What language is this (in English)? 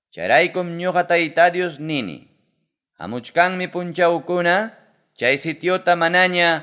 Ayacucho Quechua